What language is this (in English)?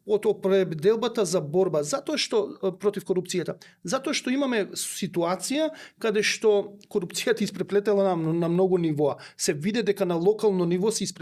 Macedonian